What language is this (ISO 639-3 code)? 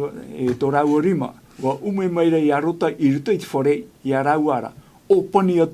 tah